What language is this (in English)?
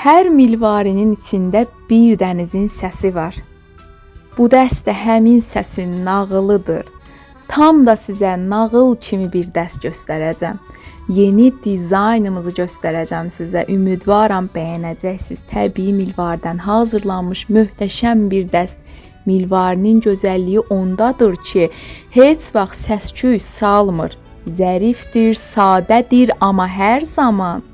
Azerbaijani